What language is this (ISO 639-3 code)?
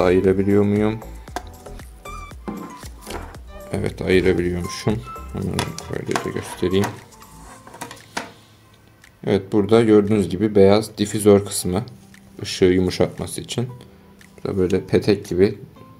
tur